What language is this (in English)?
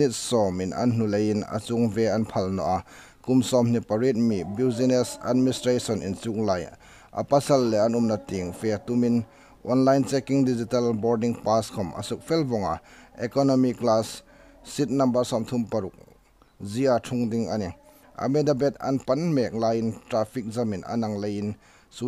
Hmar